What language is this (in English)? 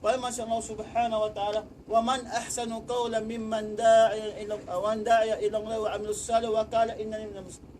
Tausug